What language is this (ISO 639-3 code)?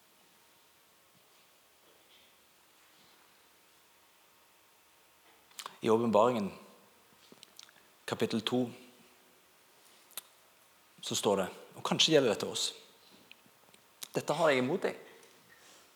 nor